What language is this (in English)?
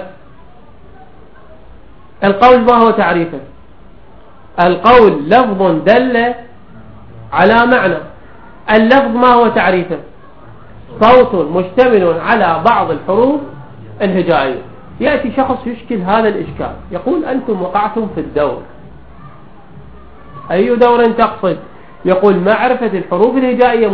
Arabic